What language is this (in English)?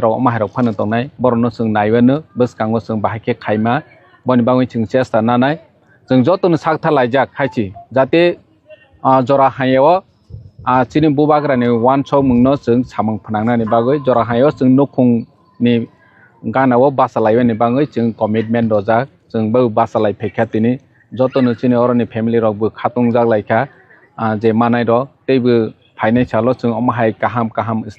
Riang (India)